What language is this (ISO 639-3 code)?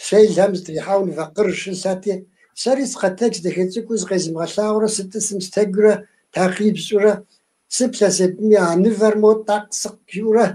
kbd